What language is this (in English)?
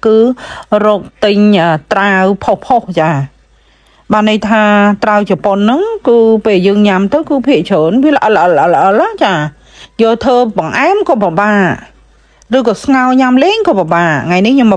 Khmer